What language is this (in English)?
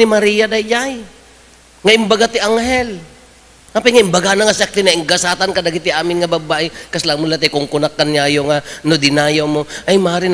Iloko